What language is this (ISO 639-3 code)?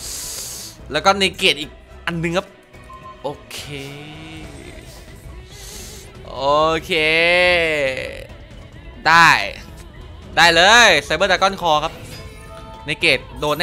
tha